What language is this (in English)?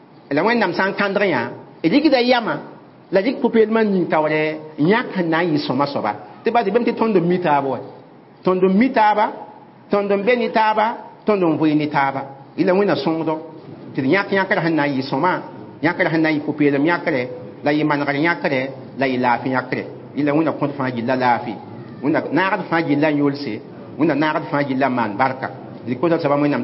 Mossi